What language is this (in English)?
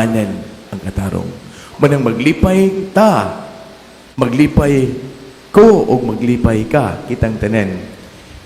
Cebuano